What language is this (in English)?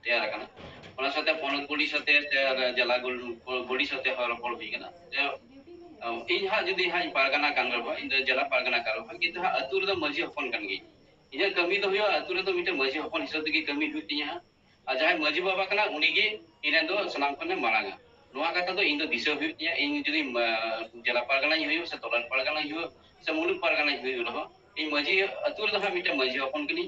Santali